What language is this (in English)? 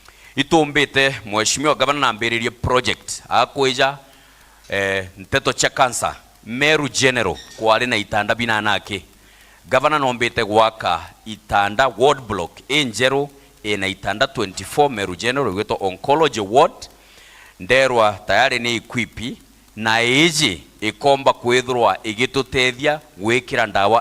Meru